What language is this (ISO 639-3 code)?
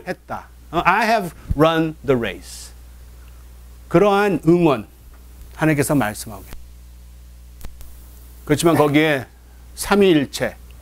kor